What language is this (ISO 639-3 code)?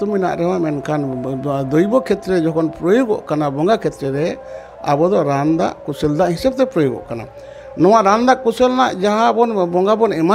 sat